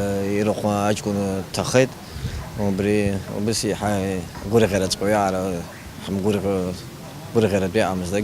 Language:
Abkhazian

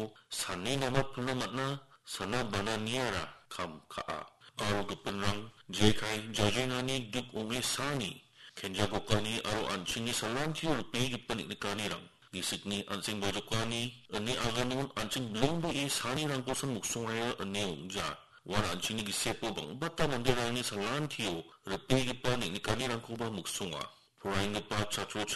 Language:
Garo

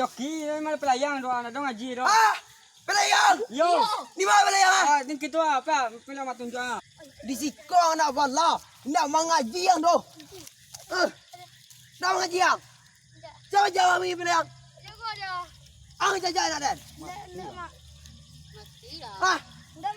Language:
Minangkabau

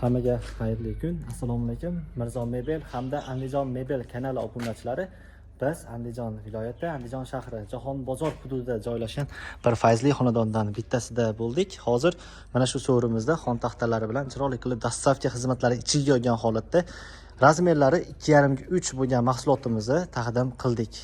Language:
Uzbek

